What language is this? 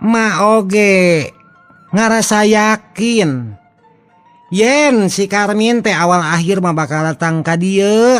Sundanese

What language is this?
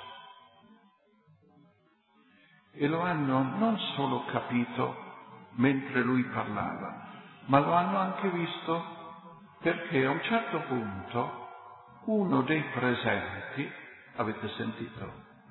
Italian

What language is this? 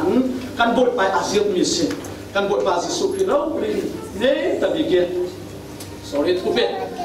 Falam Chin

